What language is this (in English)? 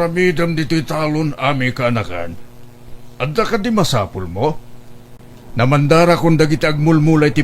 Iloko